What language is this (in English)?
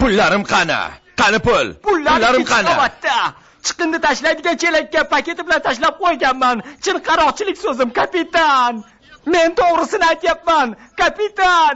Uzbek